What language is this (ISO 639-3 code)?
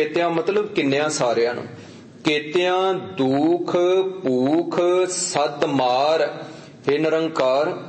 pan